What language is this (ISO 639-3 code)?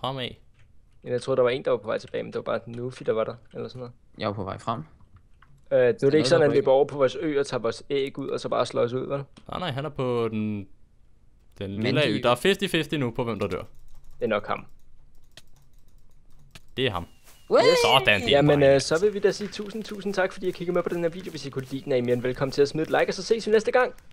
dan